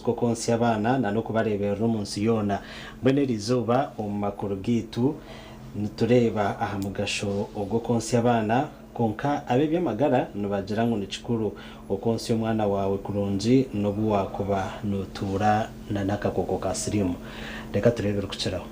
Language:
Nyankole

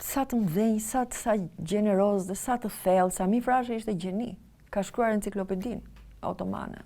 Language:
Albanian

